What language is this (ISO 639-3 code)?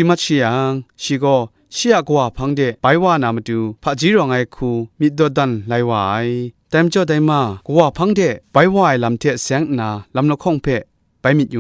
kac